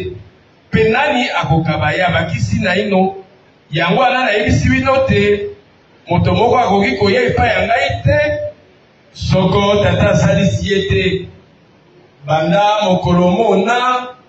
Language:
Lingala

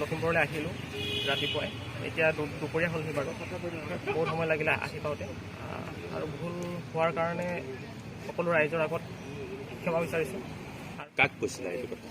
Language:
Assamese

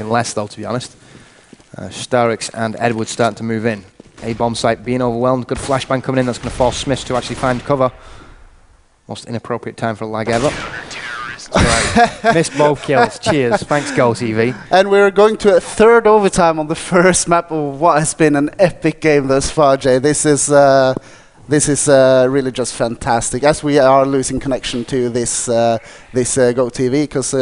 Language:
English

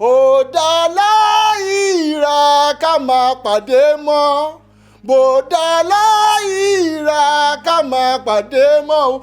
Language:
Yoruba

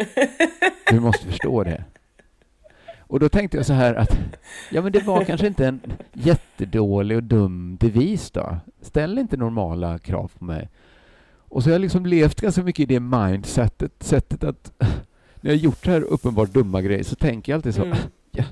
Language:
Swedish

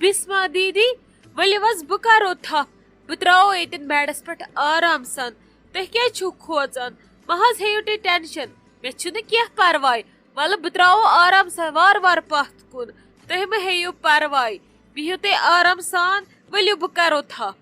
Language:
Kashmiri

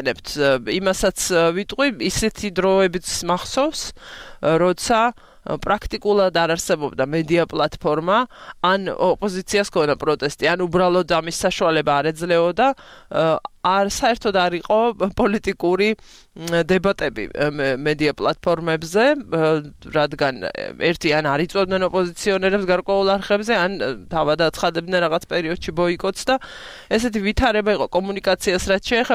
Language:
Georgian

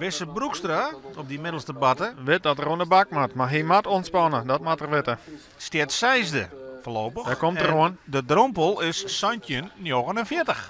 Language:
Western Frisian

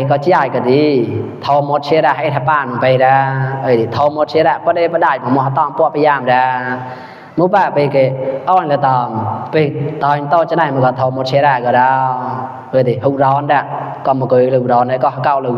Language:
Mon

